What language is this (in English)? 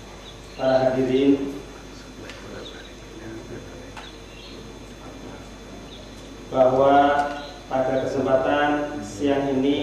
Indonesian